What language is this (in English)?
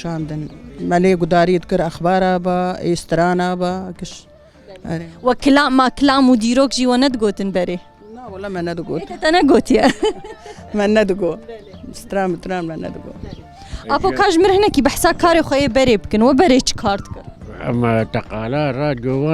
Kurdish